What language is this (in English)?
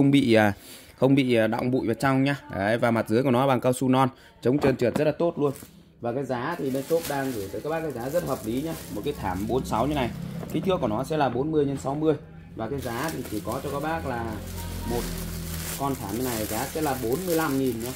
Vietnamese